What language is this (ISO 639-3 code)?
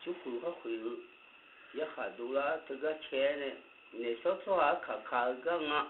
ahk